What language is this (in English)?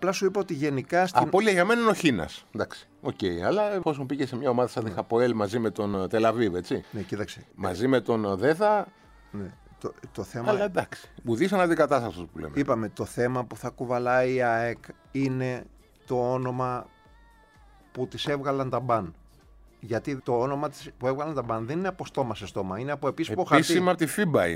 Greek